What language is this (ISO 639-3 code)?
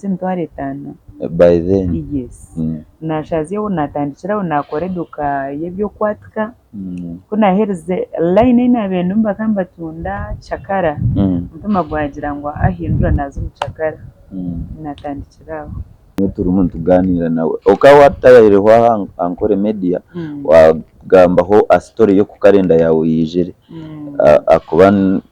nyn